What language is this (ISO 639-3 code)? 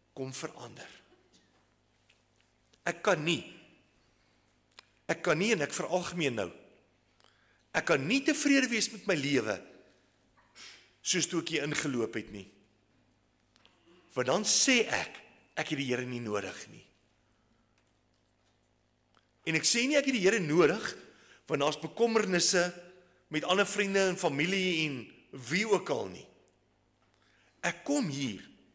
afr